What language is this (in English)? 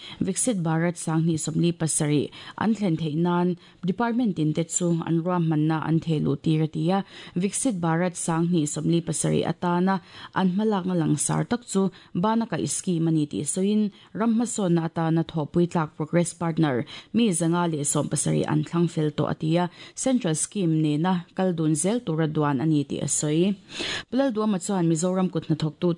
Mizo